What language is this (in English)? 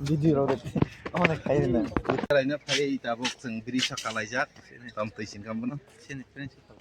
Kok Borok